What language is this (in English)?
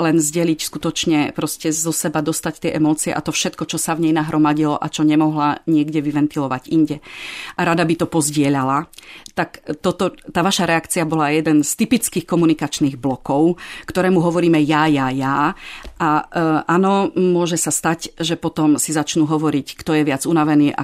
Slovak